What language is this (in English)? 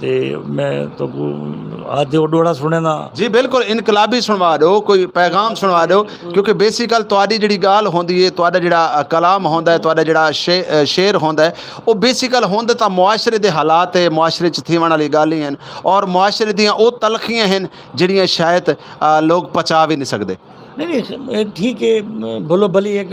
Saraiki